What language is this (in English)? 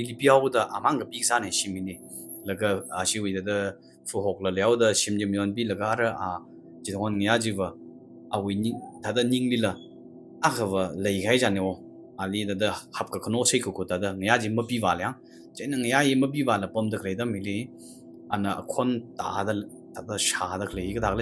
Tangkhul Naga (India)